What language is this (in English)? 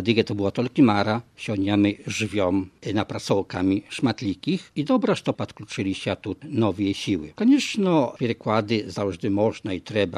Belarusian